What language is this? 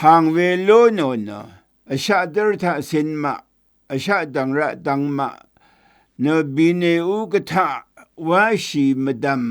Rawang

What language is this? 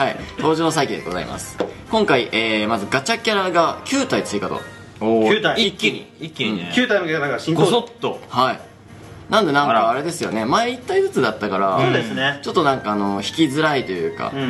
Japanese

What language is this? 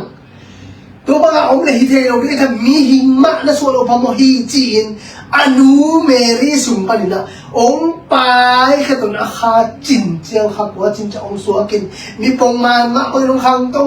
Tedim Chin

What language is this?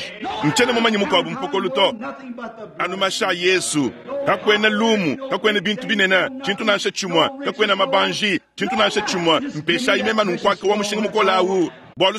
Luba-Lulua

